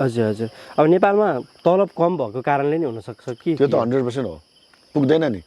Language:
Nepali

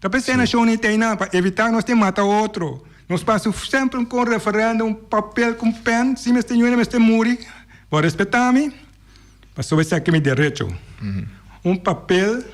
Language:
Papiamento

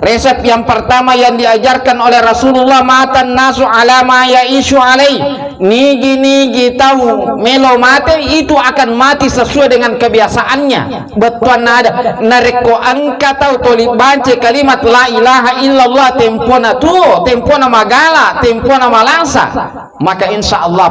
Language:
Buginese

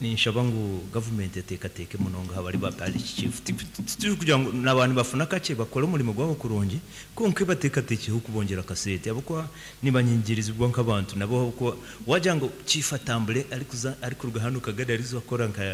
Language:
Nyankole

